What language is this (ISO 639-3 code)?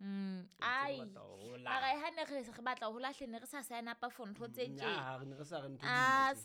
sot